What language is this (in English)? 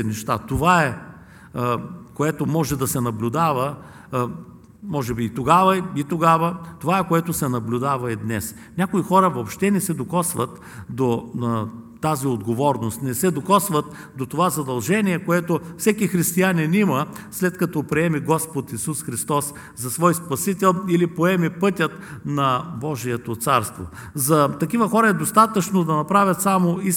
Bulgarian